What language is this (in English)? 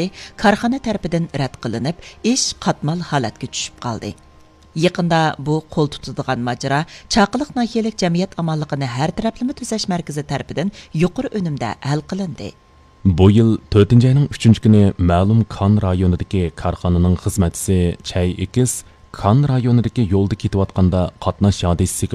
Uyghur